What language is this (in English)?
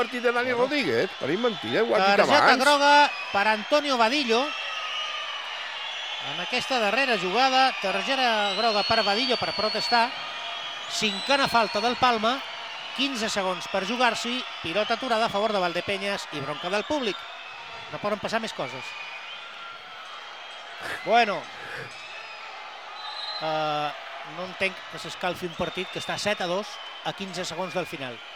Catalan